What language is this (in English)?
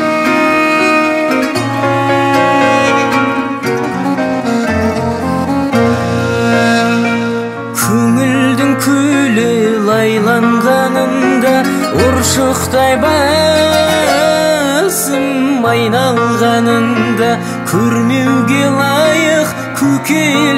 Kazakh